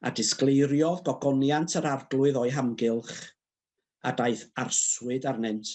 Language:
Welsh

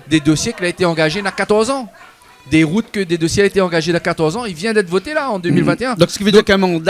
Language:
Réunion Creole French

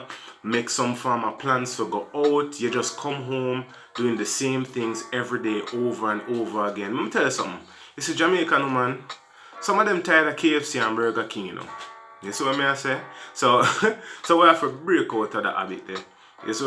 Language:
Jamaican Creole English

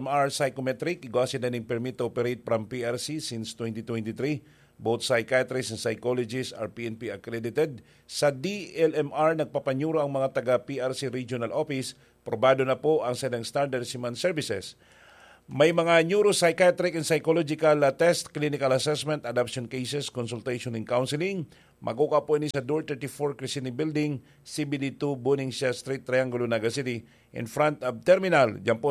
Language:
Bikol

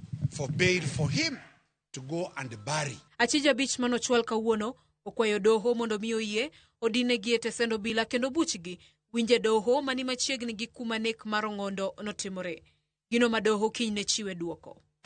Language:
Luo (Kenya and Tanzania)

